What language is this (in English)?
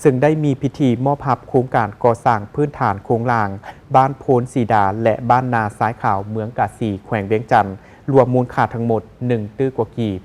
Lao